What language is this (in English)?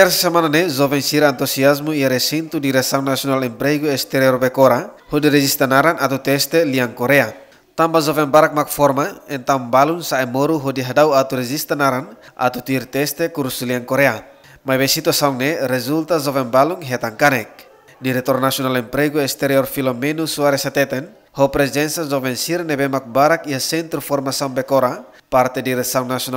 Tetum